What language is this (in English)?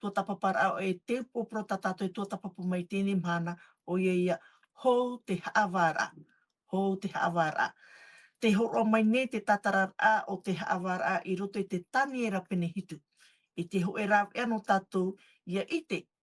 Tahitian